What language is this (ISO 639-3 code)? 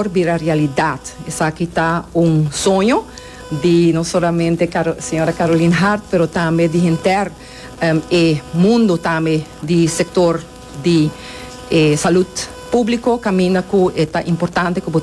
pap